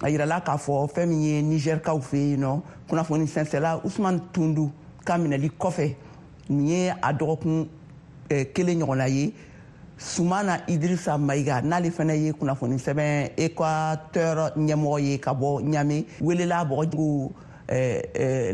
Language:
Bambara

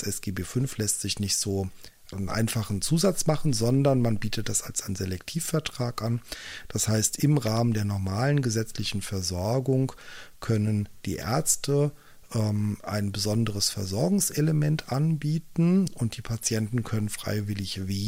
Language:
German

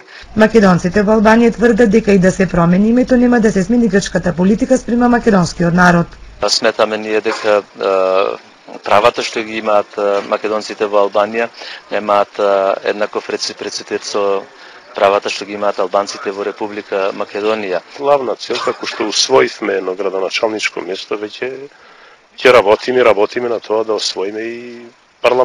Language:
Macedonian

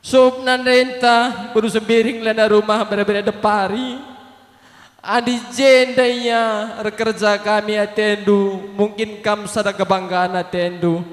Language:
Batak Karo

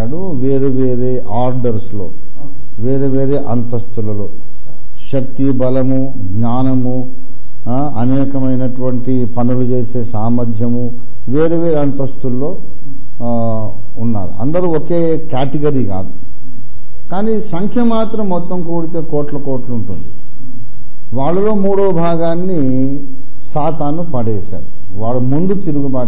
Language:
Telugu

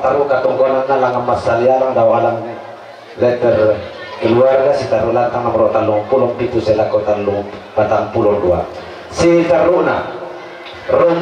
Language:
Toraja-Sa'dan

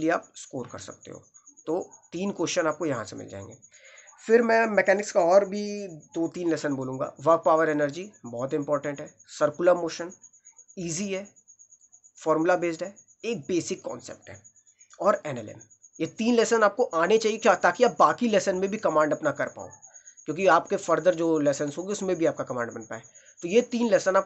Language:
Hindi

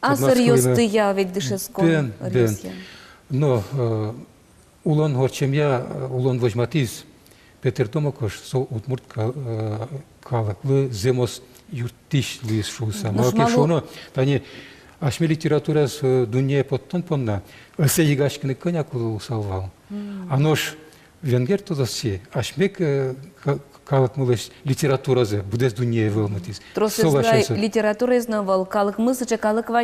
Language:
Udmurt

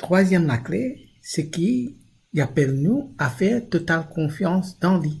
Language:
Morisyen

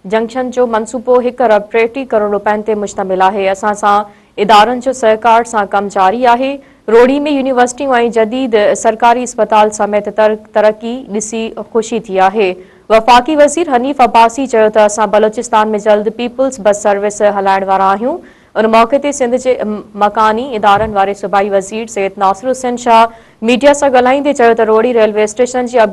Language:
Sindhi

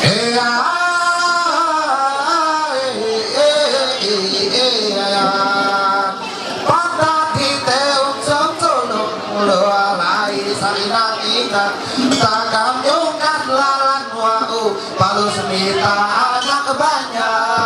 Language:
Ma'anyan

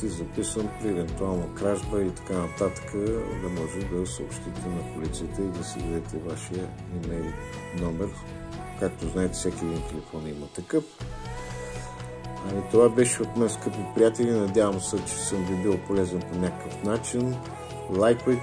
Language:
Bulgarian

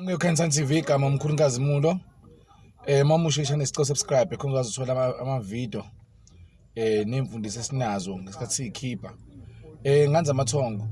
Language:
Zulu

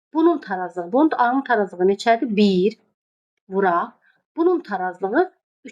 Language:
Azerbaijani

